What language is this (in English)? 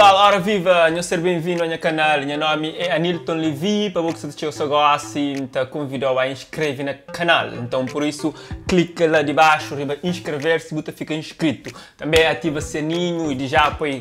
Kabuverdianu